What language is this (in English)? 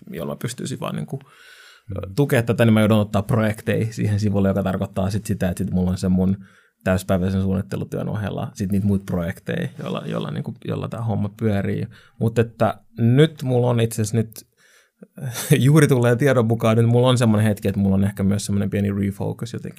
Finnish